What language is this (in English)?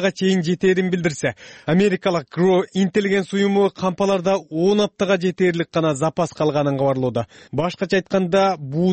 Kyrgyz